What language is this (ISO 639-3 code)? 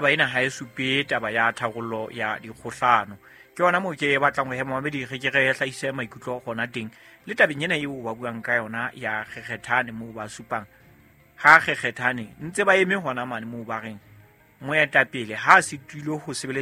sot